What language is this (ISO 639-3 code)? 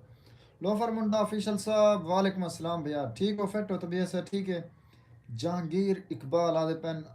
skr